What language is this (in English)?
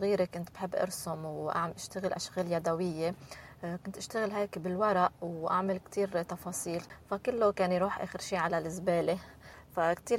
North Levantine Arabic